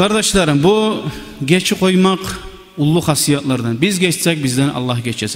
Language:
Kumyk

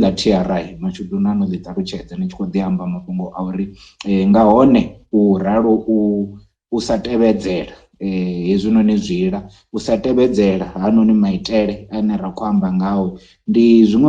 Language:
Venda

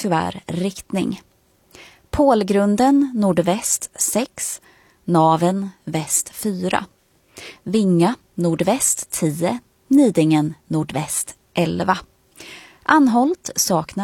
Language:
Swedish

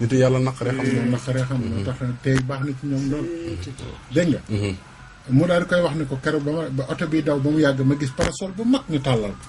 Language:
Wolof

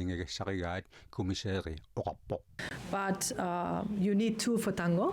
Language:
Kalaallisut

